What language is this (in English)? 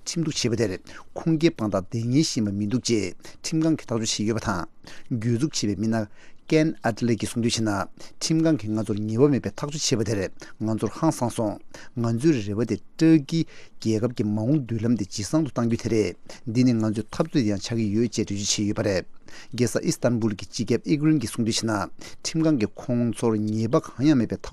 Tibetan